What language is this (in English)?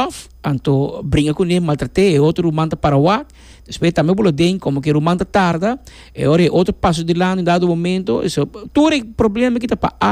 Papiamento